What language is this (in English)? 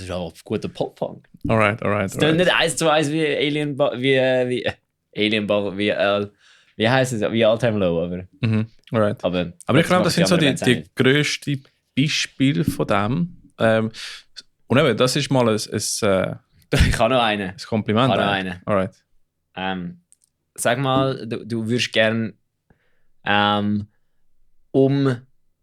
Swiss German